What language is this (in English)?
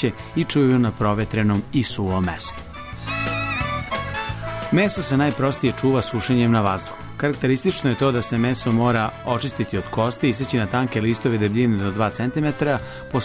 Serbian